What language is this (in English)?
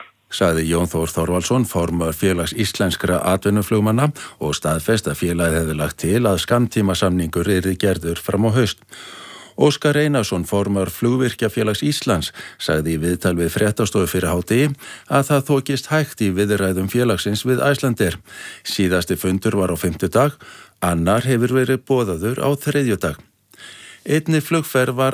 Icelandic